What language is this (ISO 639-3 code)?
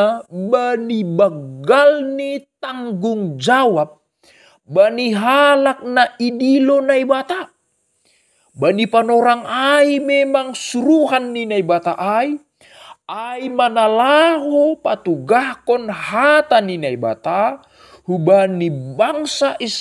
bts